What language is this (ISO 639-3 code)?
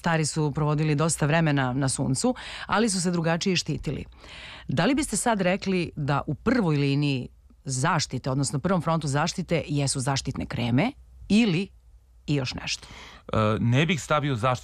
srp